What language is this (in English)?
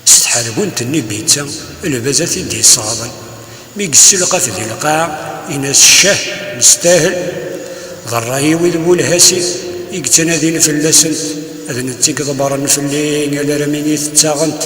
Kabyle